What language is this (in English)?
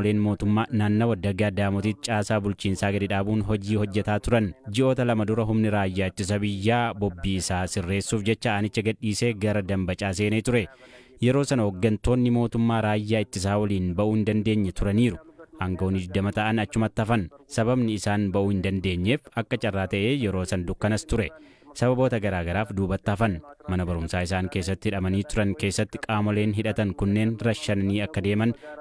Oromo